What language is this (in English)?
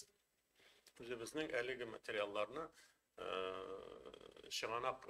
Tatar